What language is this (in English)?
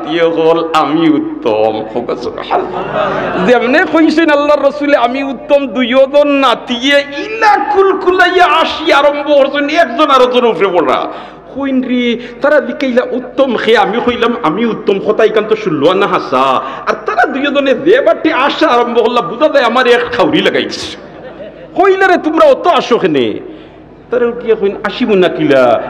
Sylheti